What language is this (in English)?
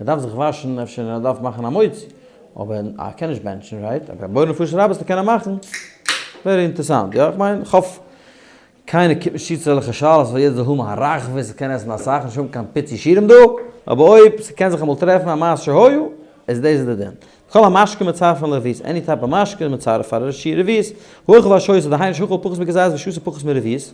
Yiddish